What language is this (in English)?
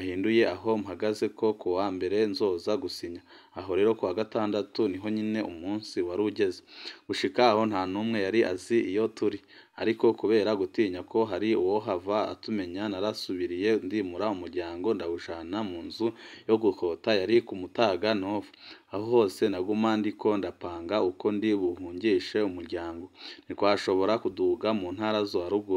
Rundi